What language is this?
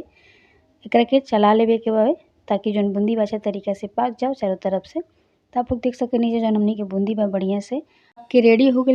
Bhojpuri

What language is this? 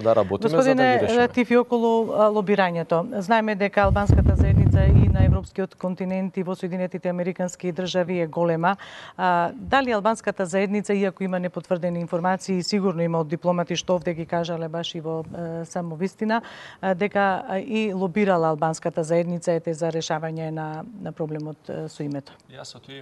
Macedonian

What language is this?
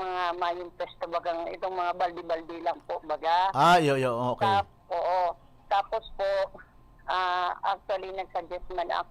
Bikol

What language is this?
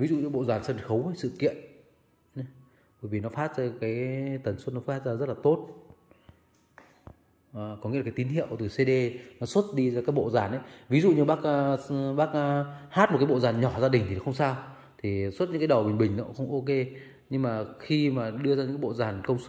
Vietnamese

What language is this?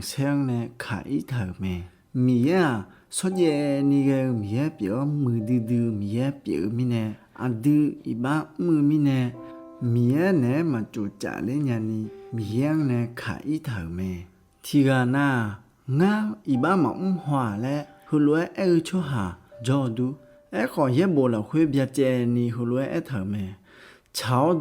Akha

